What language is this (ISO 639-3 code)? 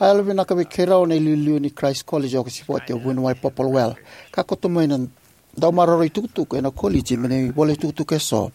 fij